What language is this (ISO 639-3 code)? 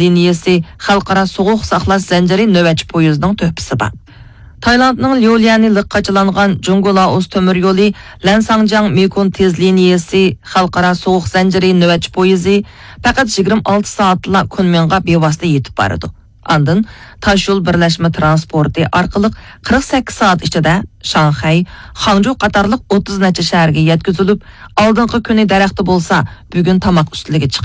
uig